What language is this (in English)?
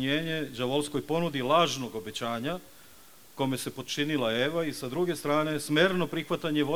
Serbian